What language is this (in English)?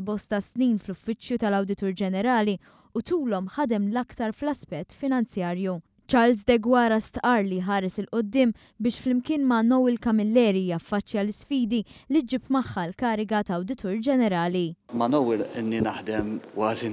Maltese